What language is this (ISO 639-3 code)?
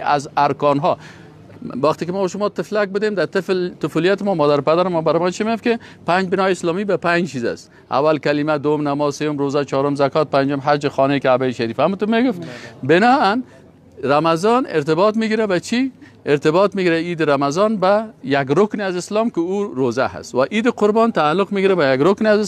fas